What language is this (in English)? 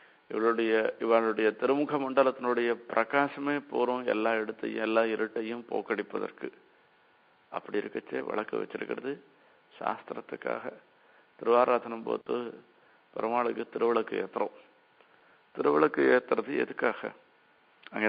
Tamil